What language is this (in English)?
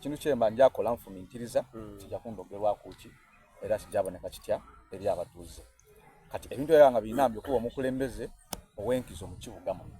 Soga